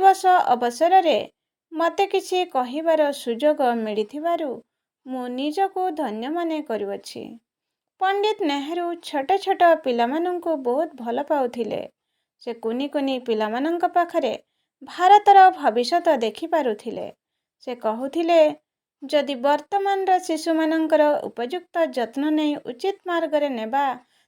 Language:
Odia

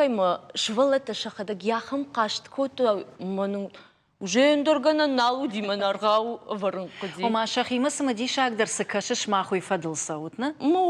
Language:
Ossetic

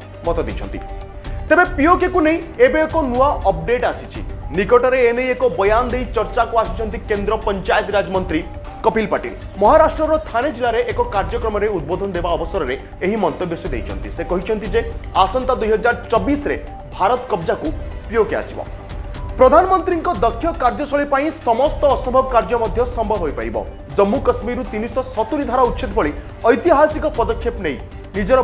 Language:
Odia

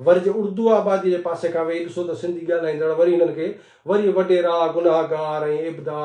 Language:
Sindhi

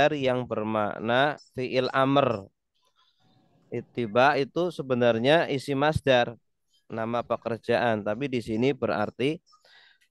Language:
Indonesian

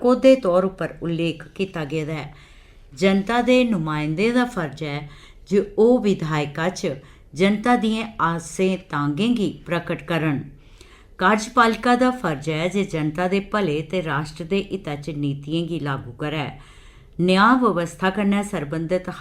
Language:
Dogri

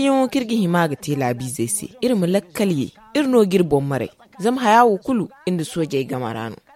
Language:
Zarma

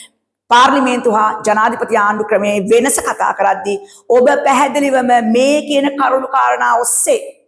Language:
Sinhala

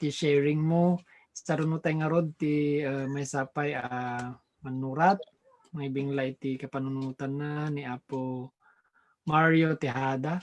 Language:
Iloko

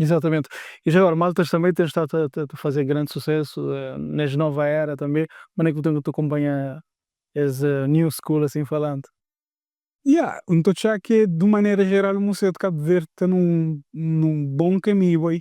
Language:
Kabuverdianu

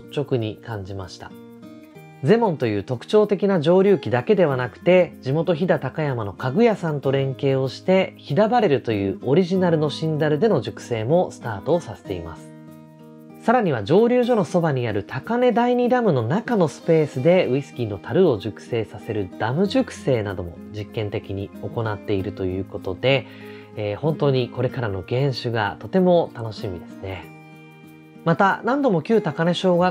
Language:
Japanese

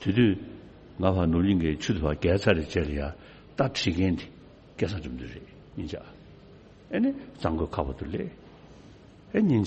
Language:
Tibetan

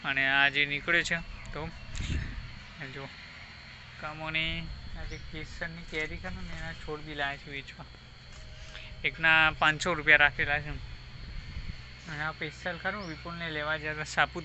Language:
Gujarati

